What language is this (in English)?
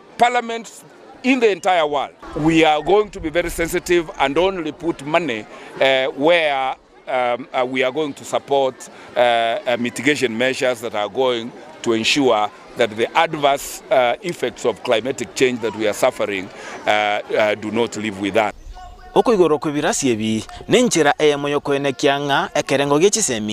Gusii